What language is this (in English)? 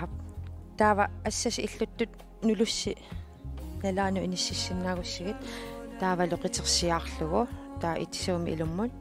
Kalaallisut